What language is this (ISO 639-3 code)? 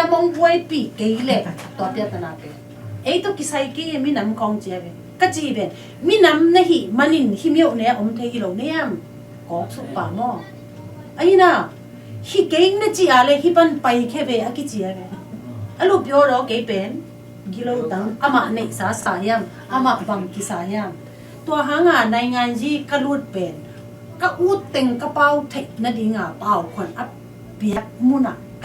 ctd